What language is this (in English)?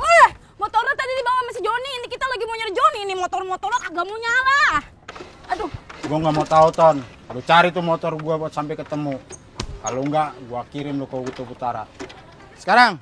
Betawi